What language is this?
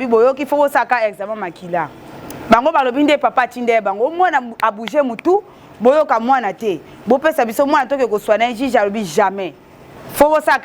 Lingala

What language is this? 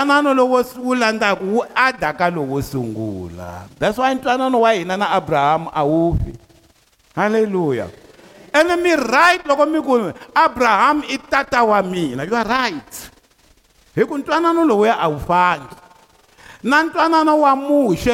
Tsonga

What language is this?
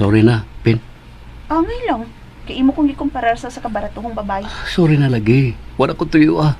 Cebuano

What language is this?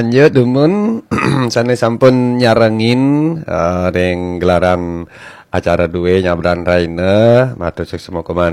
Balinese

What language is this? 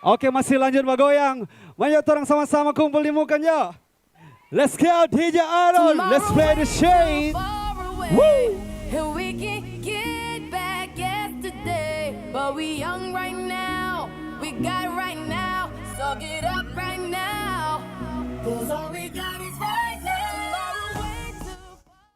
Manado Malay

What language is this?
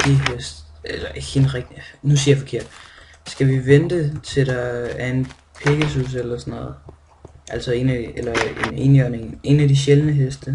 Danish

